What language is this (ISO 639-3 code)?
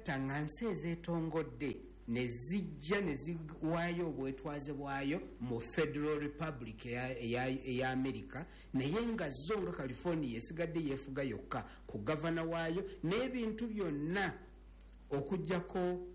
lug